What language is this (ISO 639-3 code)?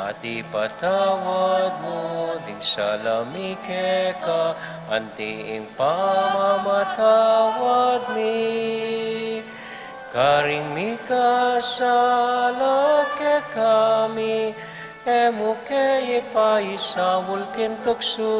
pam